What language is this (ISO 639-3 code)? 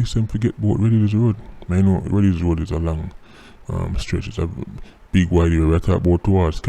jam